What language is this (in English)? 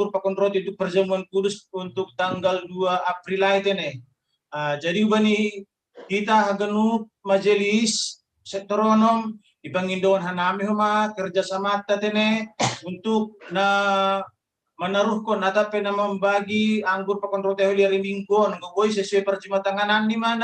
Batak Simalungun